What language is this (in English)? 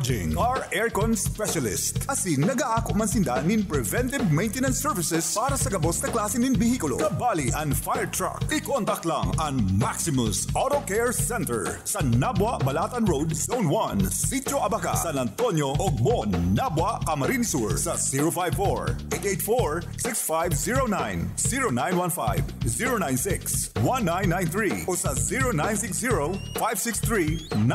Bikol